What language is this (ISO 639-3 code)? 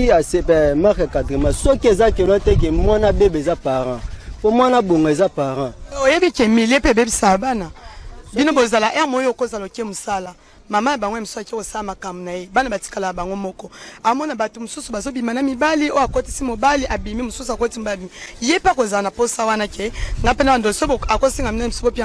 lin